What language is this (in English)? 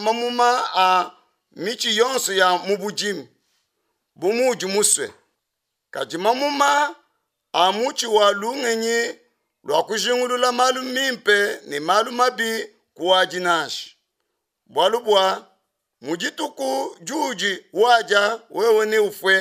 Luba-Lulua